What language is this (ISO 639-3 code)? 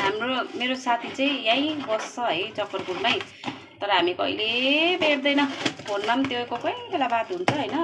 nep